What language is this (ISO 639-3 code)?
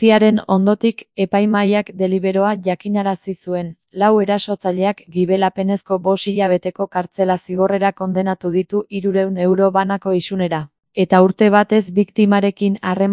eus